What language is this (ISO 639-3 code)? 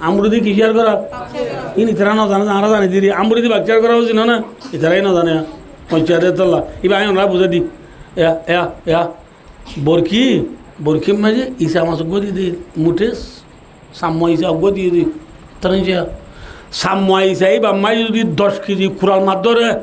rhg